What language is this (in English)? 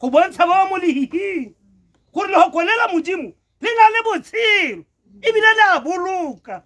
Tswana